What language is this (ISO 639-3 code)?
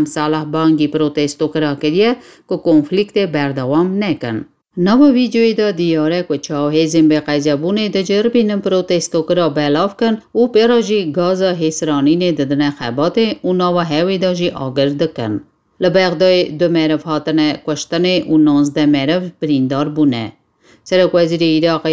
kur